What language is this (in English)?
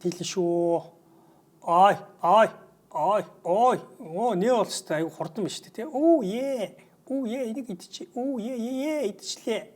Mongolian